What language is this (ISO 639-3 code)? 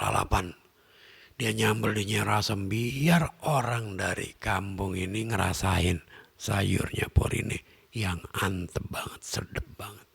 bew